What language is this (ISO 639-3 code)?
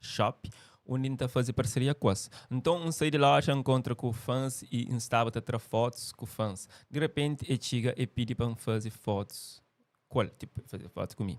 kea